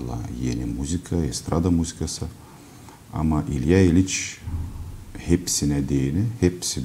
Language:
Gagauz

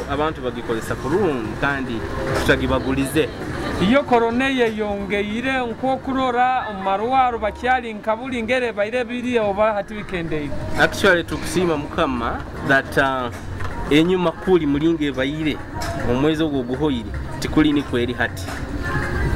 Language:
Nyoro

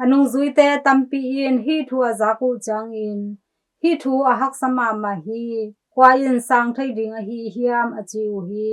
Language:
Tedim Chin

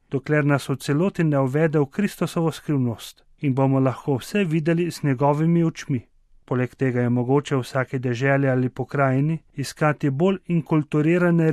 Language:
Slovenian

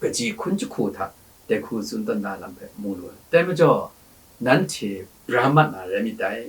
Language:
Kachin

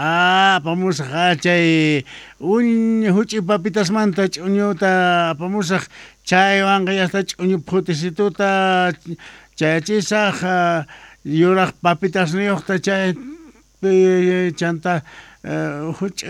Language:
South Bolivian Quechua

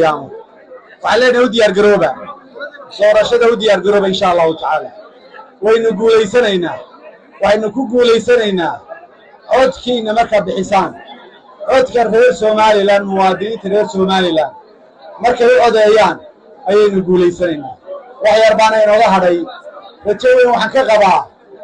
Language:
Somali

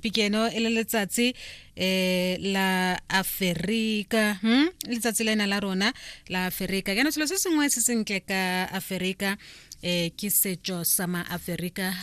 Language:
Tswana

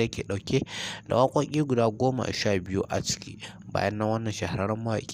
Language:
Hausa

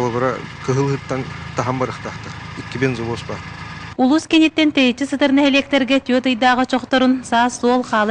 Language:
Yakut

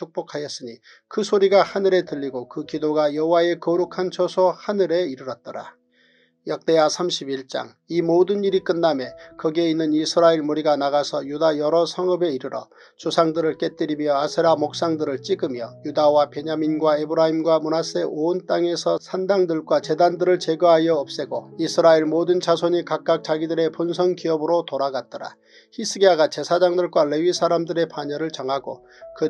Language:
Korean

